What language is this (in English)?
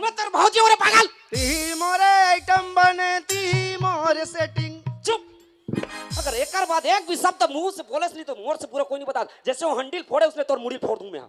Chhattisgarhi